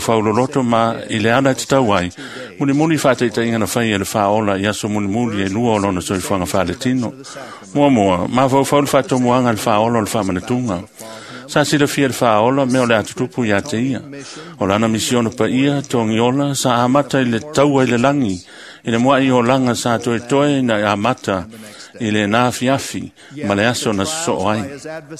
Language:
Samoan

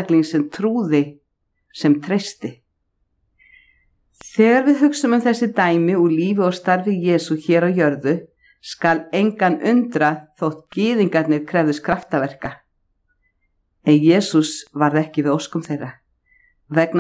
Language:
Icelandic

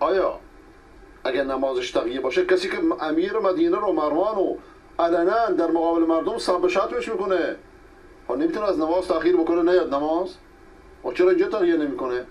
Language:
Persian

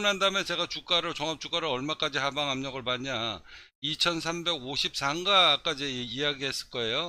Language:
Korean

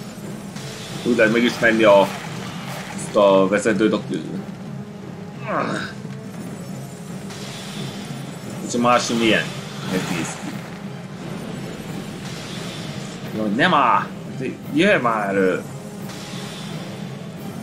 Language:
Hungarian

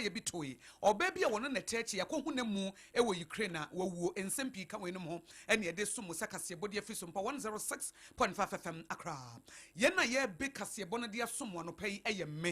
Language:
Akan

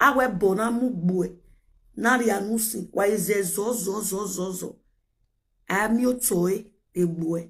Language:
Nigerian Pidgin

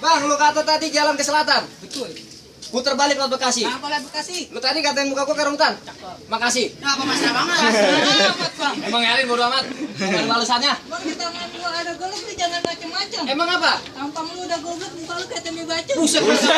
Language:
Betawi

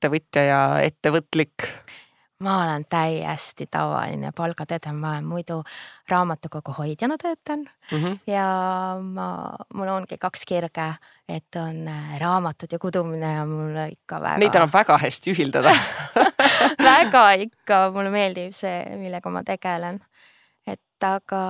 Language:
Estonian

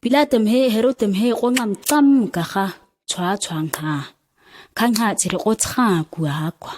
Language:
ǁGana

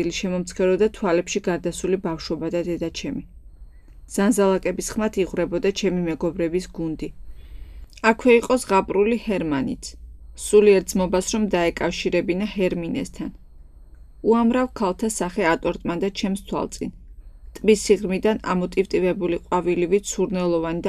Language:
Georgian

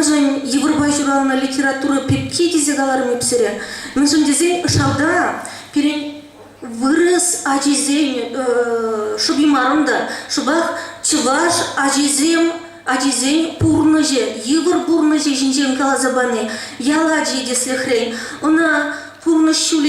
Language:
Chuvash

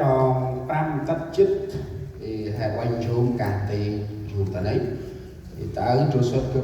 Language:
Central Mnong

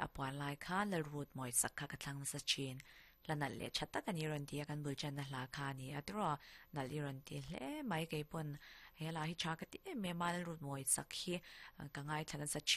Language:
Mizo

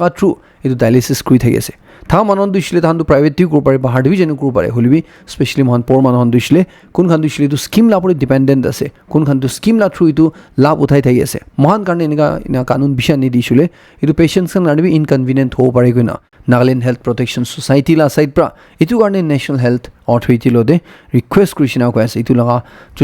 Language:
Naga Pidgin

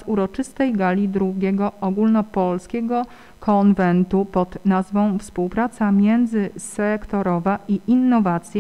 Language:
Polish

